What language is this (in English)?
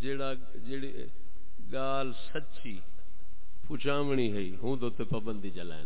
Saraiki